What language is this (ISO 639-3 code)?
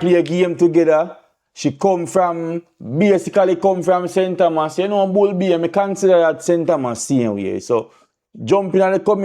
jam